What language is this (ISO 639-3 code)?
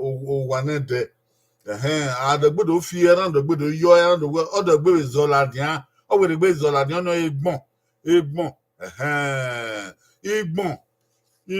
bin